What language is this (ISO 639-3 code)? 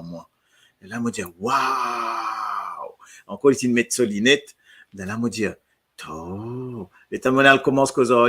mfe